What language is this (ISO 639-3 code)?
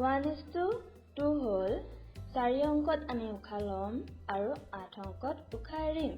asm